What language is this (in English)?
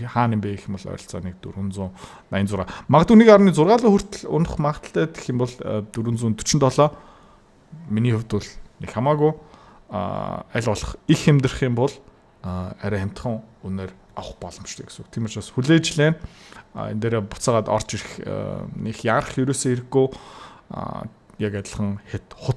Mongolian